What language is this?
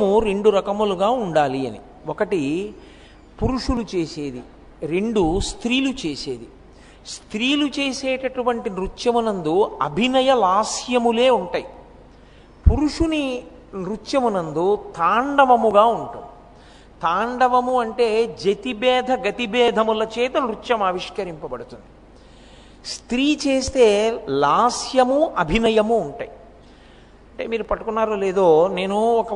Telugu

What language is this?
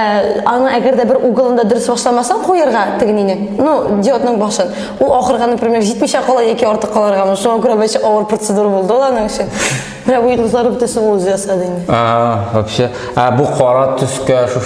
Tatar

